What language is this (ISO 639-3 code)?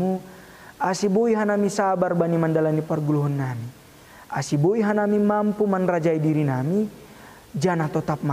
bts